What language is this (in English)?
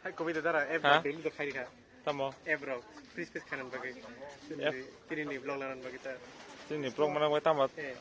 Kok Borok